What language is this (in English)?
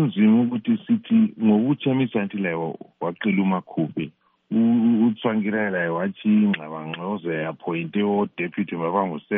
North Ndebele